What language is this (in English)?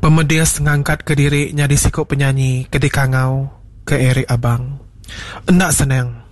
Iban